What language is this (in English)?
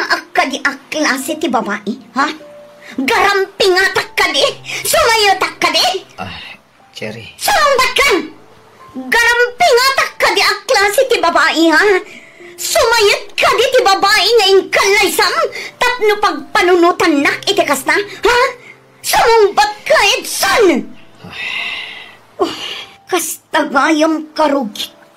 Iloko